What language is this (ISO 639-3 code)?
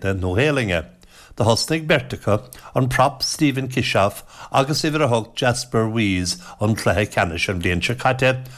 gle